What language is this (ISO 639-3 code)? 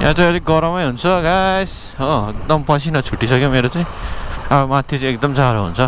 nep